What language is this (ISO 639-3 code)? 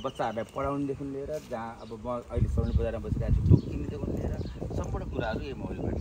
nep